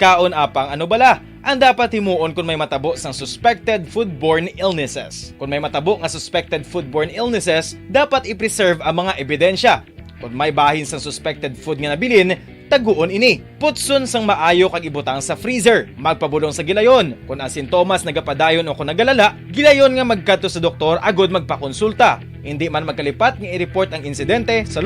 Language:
Hiligaynon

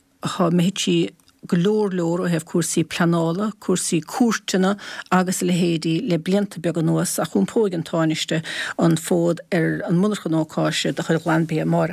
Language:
Irish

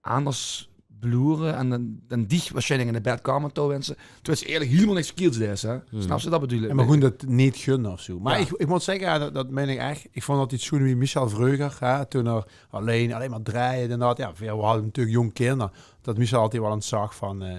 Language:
Limburgish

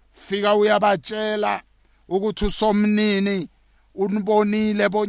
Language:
South Ndebele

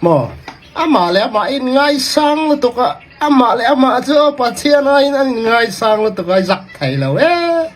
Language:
Falam Chin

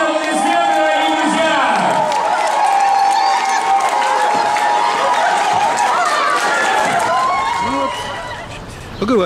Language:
Russian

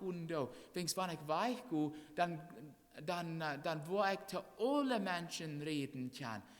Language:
Plautdietsch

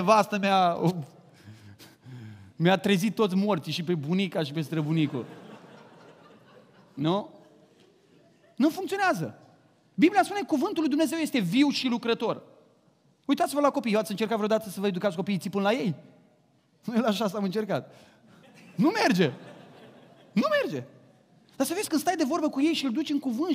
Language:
Romanian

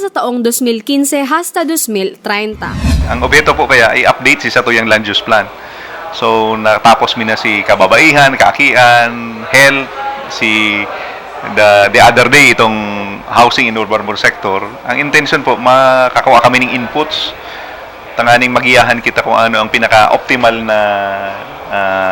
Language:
Bikol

